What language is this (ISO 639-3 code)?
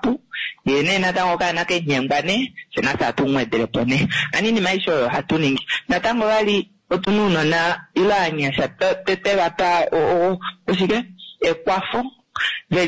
kua